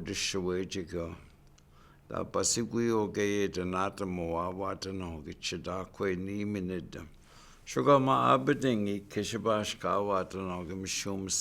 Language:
Chippewa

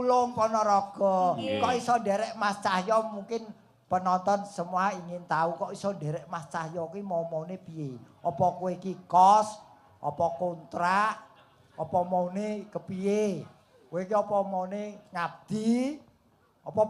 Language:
Javanese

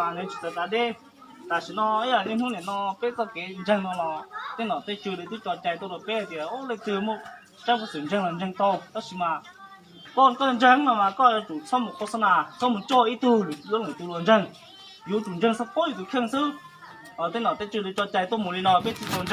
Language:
Hmong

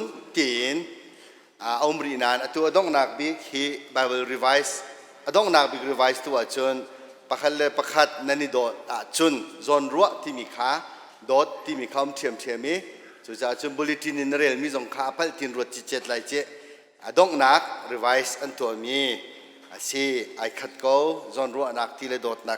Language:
Hakha Chin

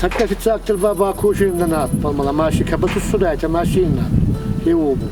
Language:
Ossetic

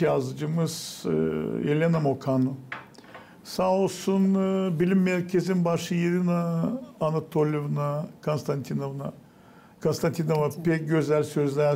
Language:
Gagauz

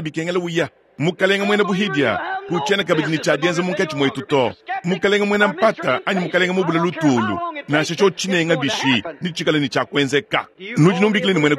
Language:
Luba-Lulua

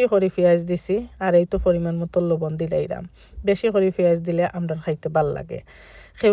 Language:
Sylheti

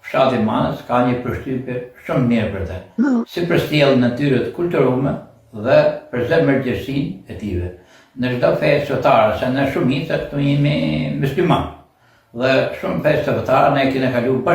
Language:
Albanian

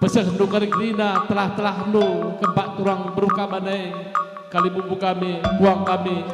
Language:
Batak Karo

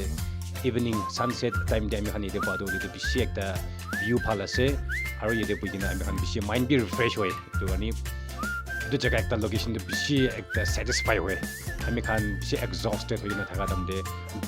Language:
Naga Pidgin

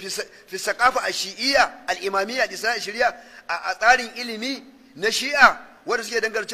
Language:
Hausa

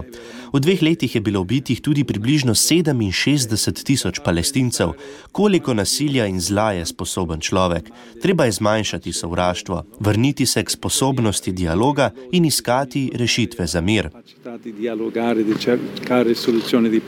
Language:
Slovenian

